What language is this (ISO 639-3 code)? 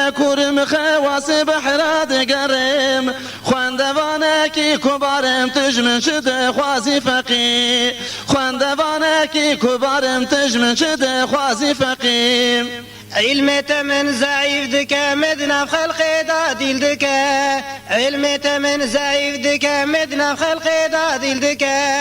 kur